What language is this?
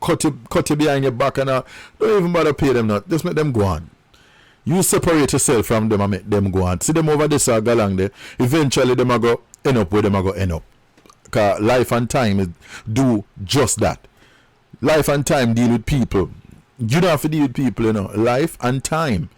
Jamaican Creole English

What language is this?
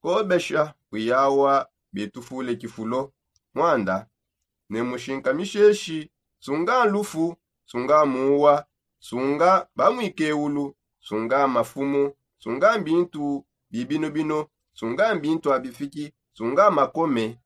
Songe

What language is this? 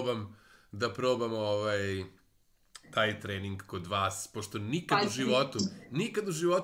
Serbian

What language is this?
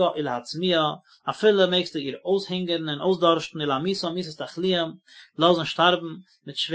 Yiddish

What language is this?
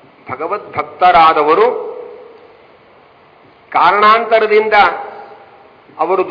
Kannada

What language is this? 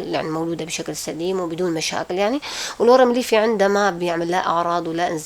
North Levantine Arabic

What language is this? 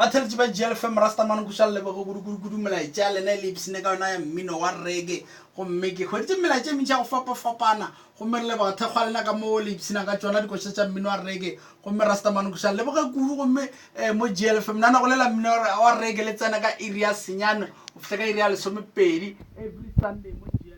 Northern Sotho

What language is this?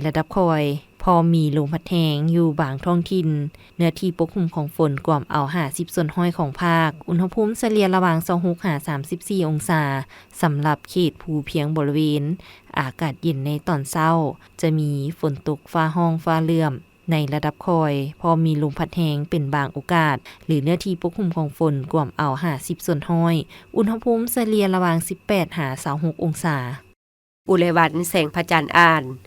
Lao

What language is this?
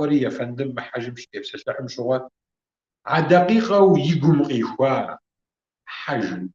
Kabardian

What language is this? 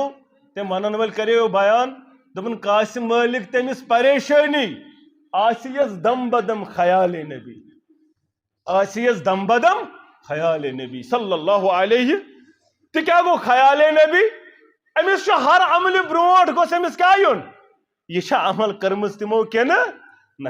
Kashmiri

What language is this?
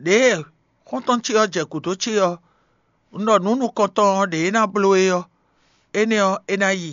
Fon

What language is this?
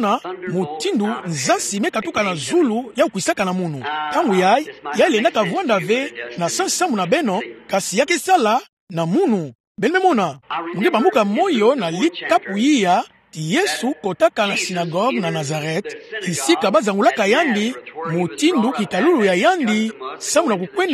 Kituba (Democratic Republic of Congo)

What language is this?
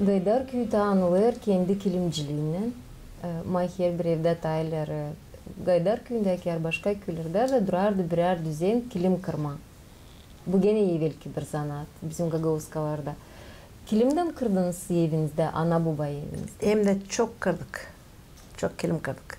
Gagauz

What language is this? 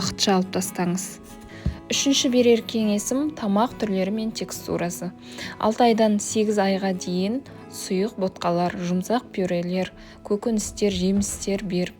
Kazakh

